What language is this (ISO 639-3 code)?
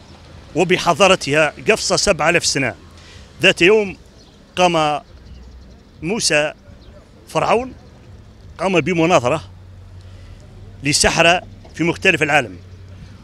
aeb